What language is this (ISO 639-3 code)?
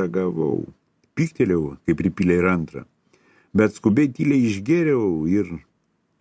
lit